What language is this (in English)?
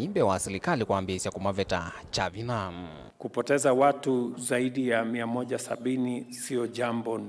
Kamba